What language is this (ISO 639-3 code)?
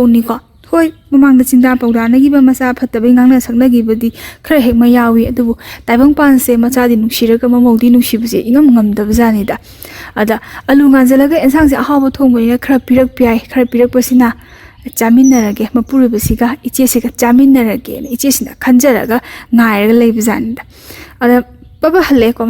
mni